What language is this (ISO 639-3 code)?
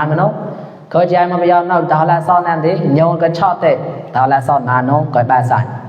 mnw